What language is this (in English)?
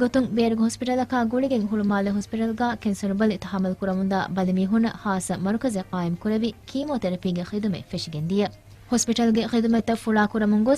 Divehi